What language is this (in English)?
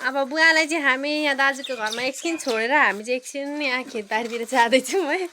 Nepali